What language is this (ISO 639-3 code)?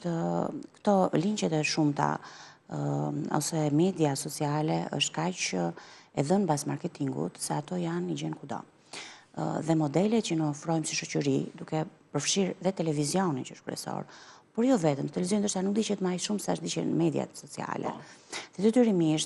sqi